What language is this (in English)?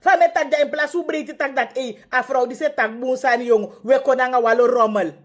Sranan Tongo